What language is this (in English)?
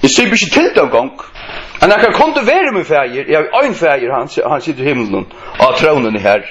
Faroese